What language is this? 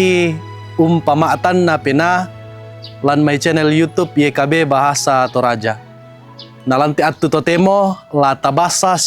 Toraja-Sa'dan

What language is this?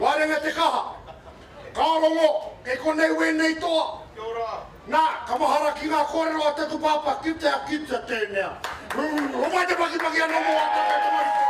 Māori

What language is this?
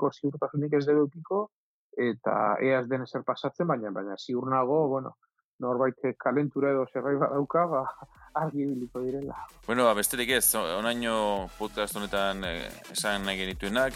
Basque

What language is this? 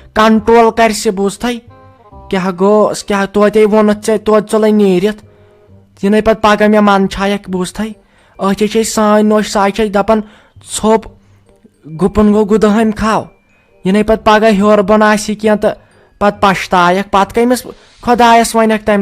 Kashmiri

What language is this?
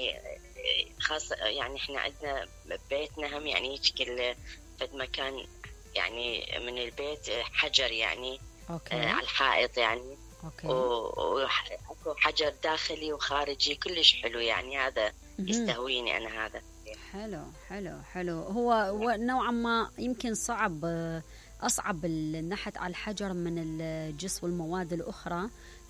Mesopotamian Arabic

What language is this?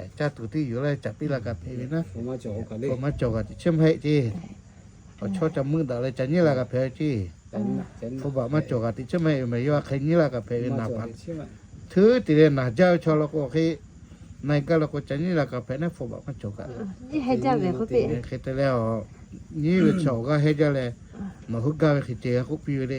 Lahu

